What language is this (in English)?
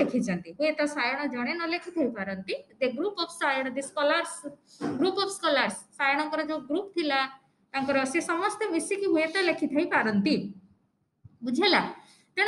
Odia